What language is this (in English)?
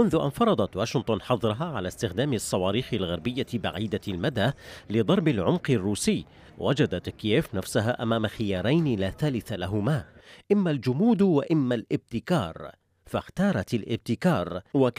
Arabic